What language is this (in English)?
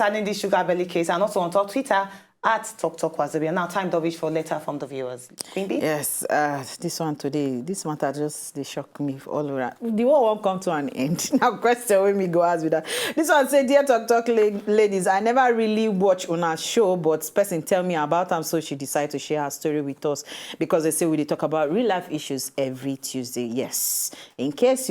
Nigerian Pidgin